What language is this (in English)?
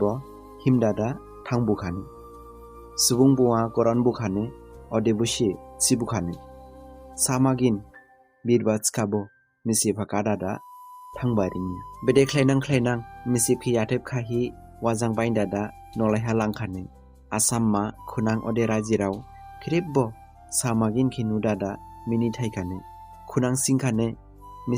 Dimasa